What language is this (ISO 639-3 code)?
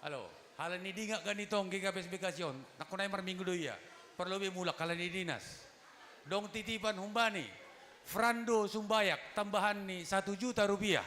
bts